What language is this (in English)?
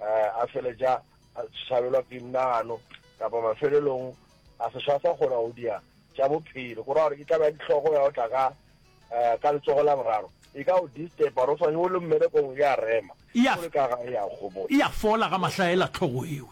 Northern Sotho